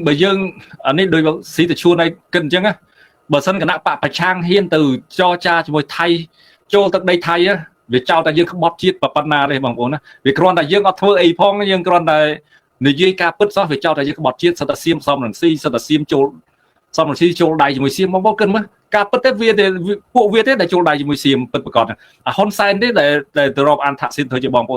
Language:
Khmer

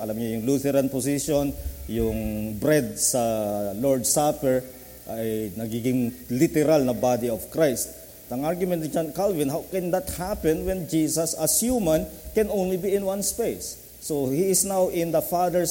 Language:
Filipino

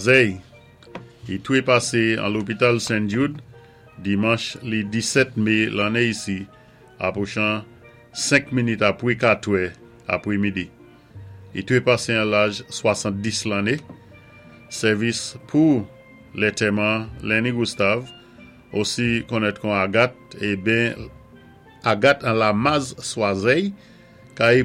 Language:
Saint Lucian Creole French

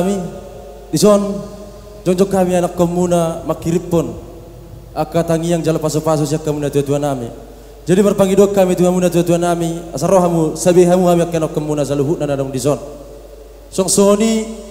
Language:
Batak Toba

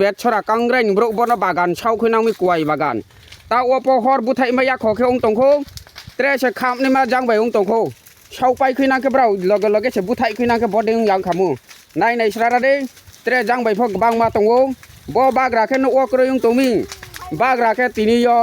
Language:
Riang (India)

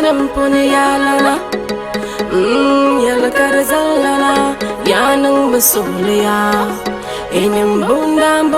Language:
Dagbani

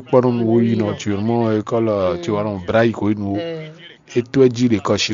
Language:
Fon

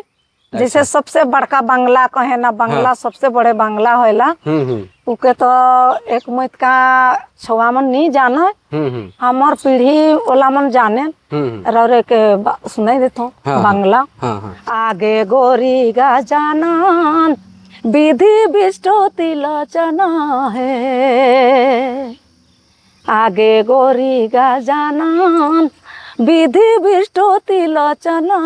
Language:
Sadri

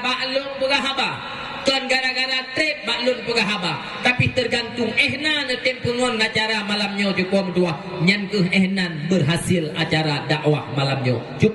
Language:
Achinese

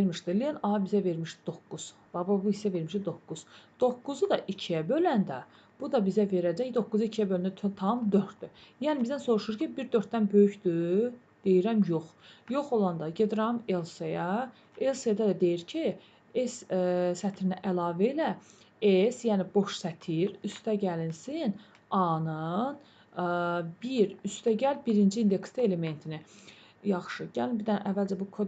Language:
Azerbaijani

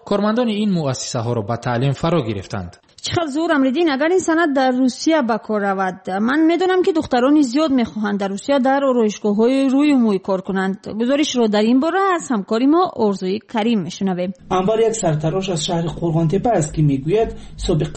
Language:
Tajik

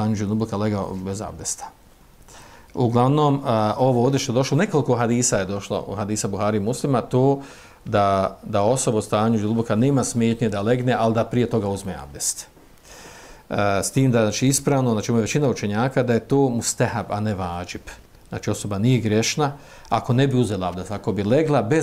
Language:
Bosnian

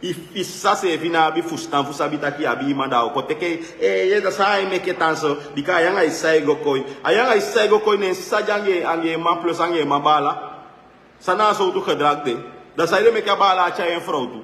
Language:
Sranan Tongo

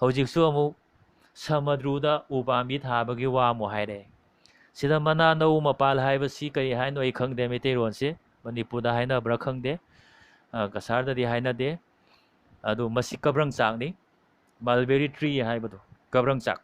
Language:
Manipuri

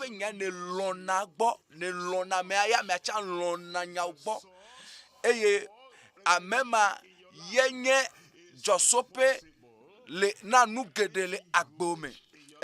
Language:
Ewe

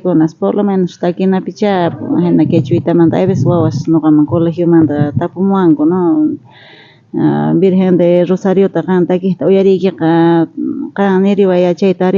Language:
South Bolivian Quechua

